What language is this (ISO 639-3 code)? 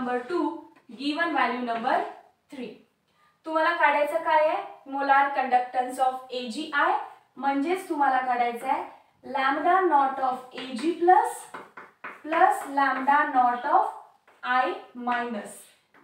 mar